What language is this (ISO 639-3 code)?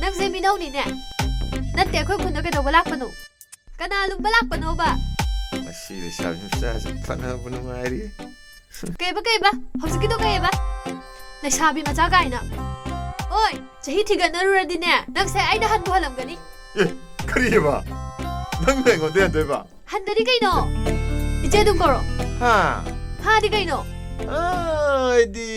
mni